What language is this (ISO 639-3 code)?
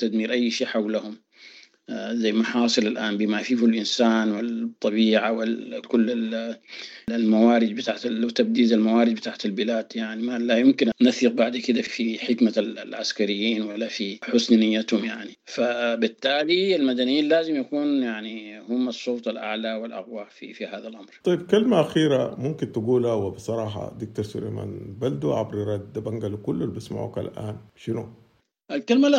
apd